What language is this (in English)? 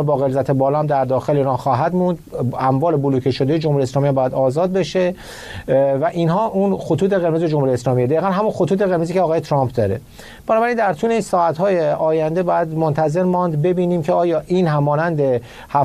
Persian